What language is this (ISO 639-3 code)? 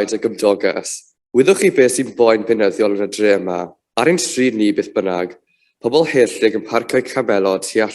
cym